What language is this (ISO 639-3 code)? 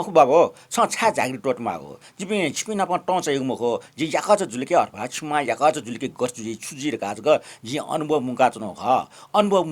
new